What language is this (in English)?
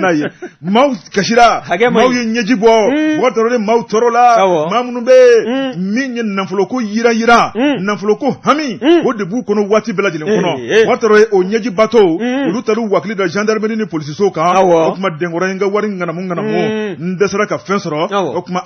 Bambara